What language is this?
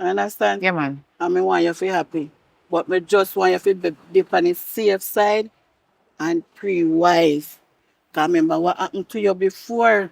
Jamaican Creole English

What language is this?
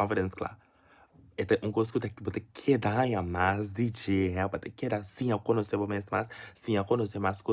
Papiamento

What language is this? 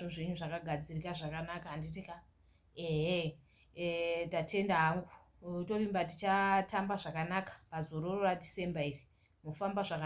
Shona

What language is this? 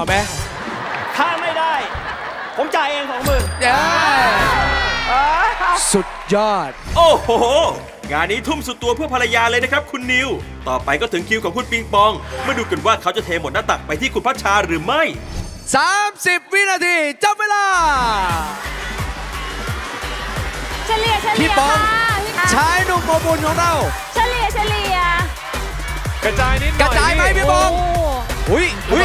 Thai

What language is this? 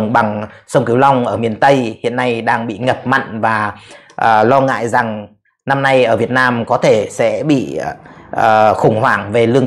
Vietnamese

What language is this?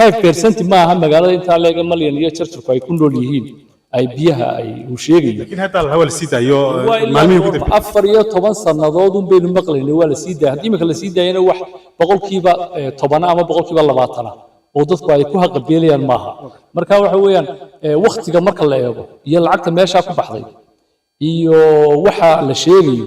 Somali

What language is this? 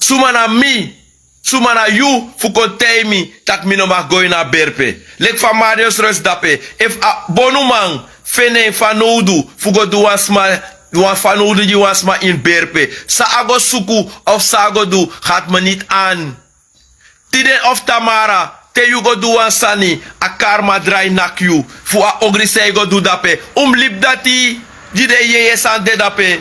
Sranan Tongo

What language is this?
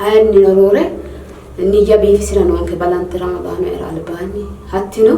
Sidamo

